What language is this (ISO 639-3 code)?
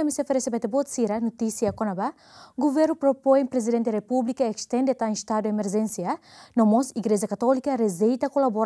tet